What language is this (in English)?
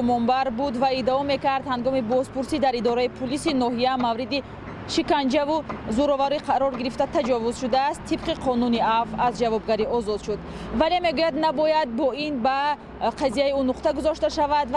Tajik